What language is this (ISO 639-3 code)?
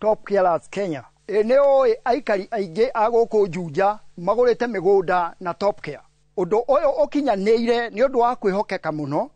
kik